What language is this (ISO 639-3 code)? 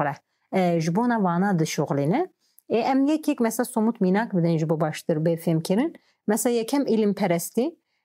kur